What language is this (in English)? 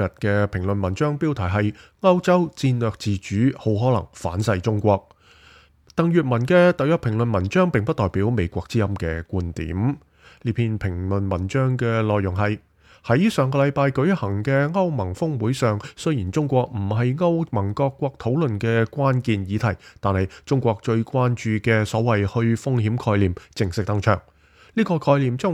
Cantonese